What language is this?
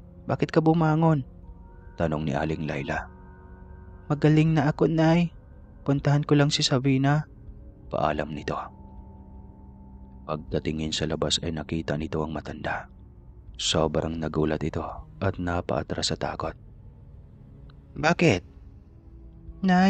Filipino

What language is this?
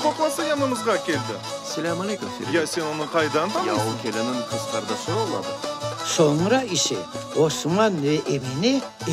Crimean Tatar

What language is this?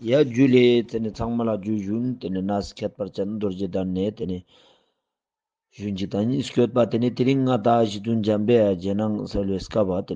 Ladakhi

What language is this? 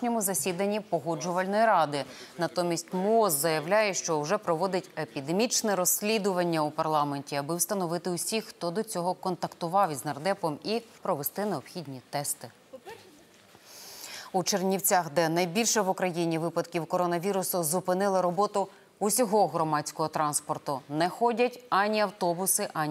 Ukrainian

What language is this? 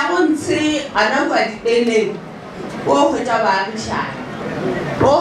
Northern Sotho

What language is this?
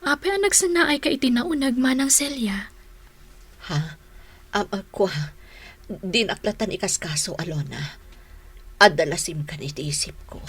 Iloko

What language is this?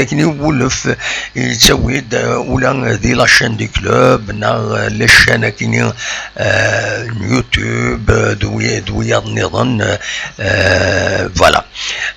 Kabyle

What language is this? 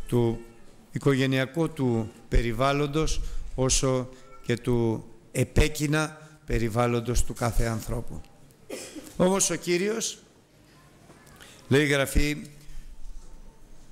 Greek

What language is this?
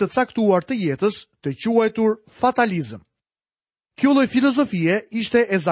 Albanian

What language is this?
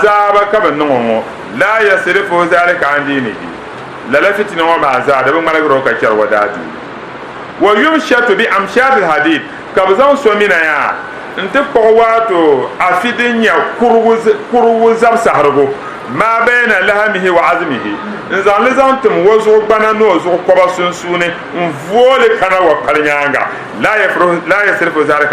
Dagbani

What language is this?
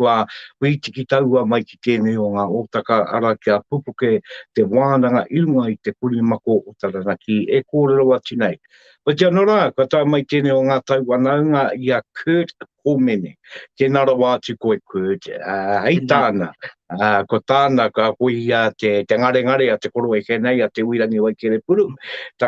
Māori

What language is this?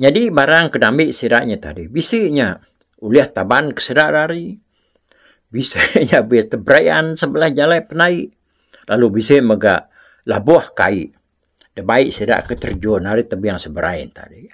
Iban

